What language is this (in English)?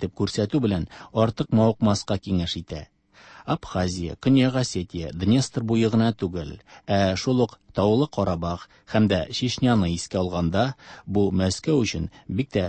Tatar